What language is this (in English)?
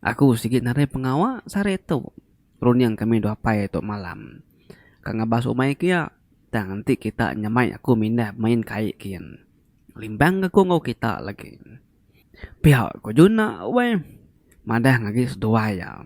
Iban